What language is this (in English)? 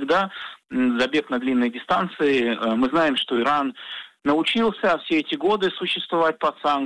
Russian